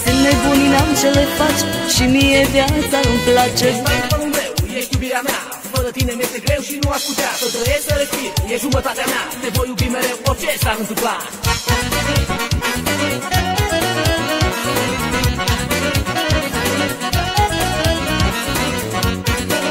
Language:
Romanian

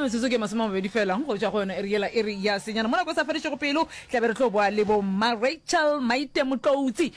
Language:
Northern Sotho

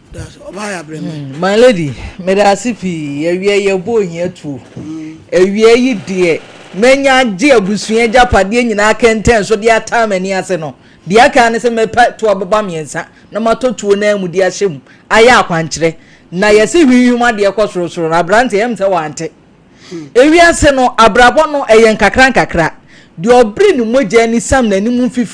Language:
Akan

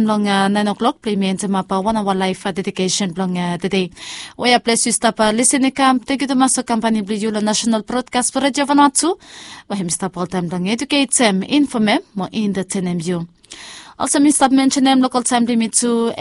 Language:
Bislama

